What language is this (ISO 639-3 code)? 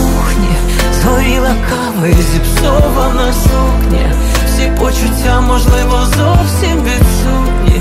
ukr